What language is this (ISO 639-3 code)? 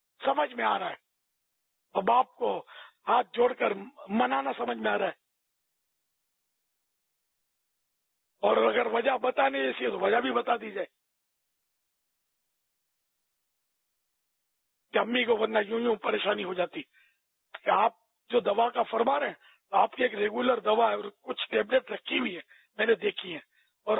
urd